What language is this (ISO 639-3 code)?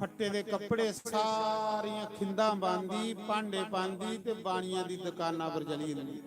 doi